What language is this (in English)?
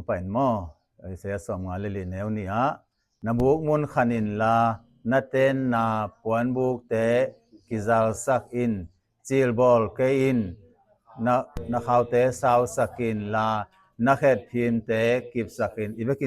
Tedim Chin